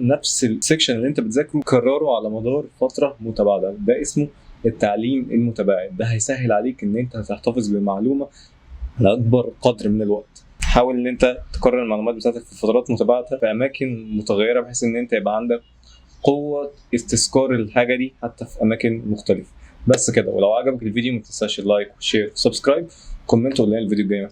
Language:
Egyptian Arabic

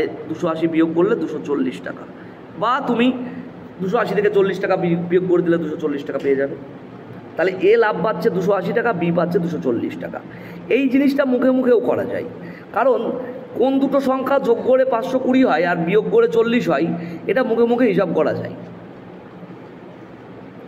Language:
Bangla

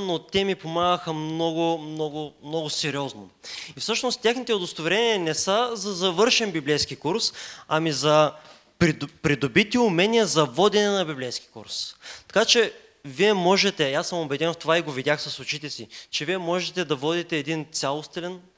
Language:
Bulgarian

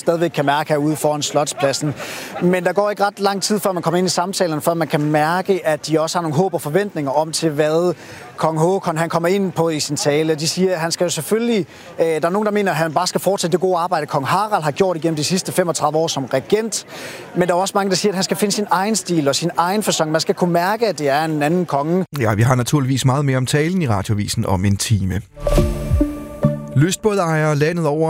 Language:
Danish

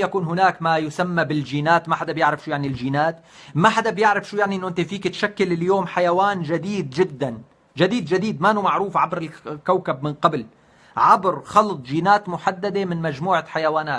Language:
North Levantine Arabic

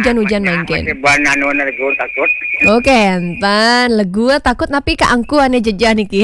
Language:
Balinese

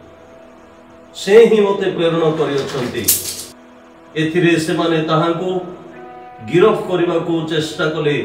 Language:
Odia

